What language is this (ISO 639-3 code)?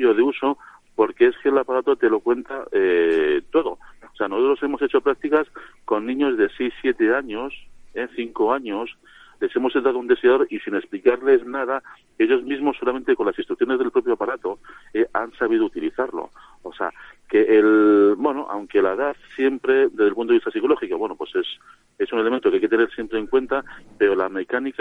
spa